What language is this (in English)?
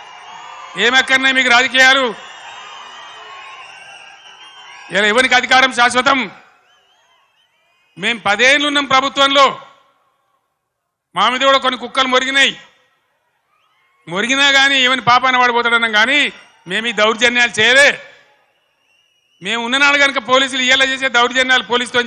Telugu